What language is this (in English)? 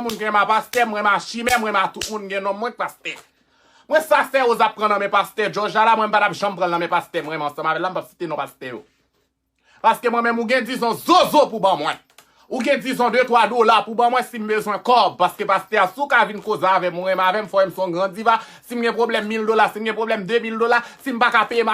Haitian Creole